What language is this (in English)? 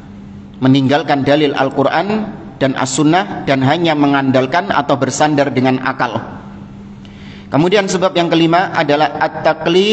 Indonesian